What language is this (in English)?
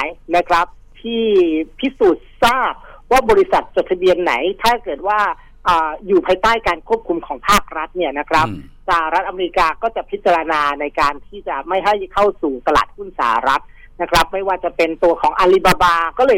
Thai